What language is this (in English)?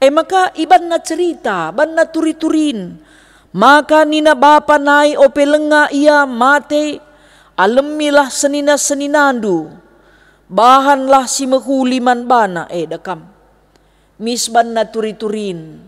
Batak Karo